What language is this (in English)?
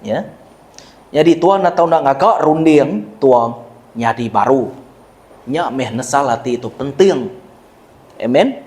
Iban